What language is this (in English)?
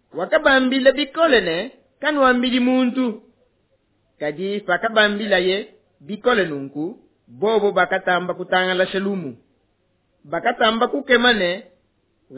Luba-Lulua